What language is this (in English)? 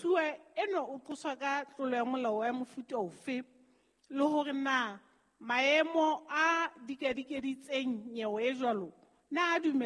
Southern Sotho